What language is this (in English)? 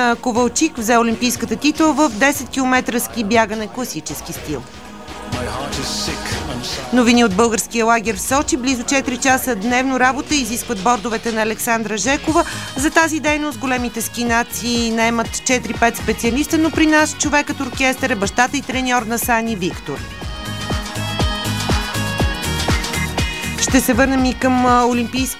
Bulgarian